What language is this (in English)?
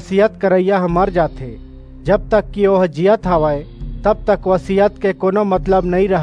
Chhattisgarhi